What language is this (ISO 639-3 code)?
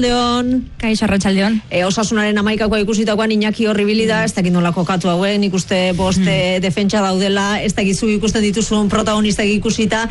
eus